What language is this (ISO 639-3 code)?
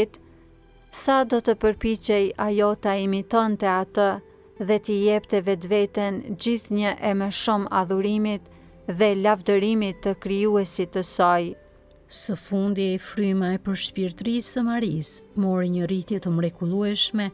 sqi